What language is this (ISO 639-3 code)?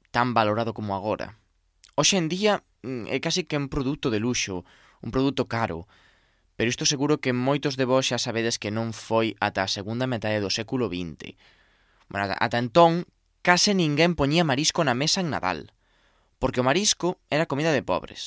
glg